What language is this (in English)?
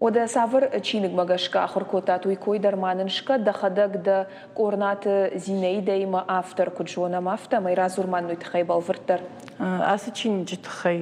Ossetic